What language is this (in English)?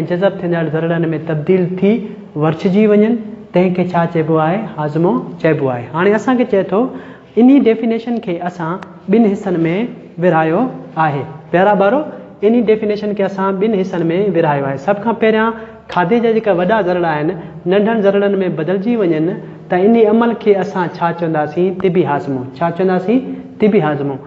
Sindhi